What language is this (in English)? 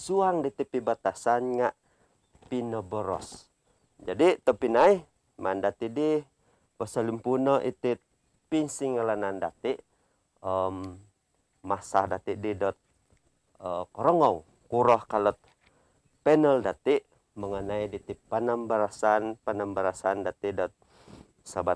Central Dusun